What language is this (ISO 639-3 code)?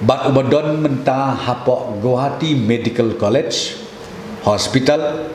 kha